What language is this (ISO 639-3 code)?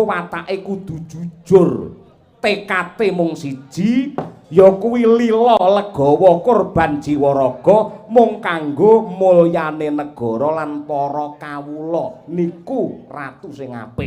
jav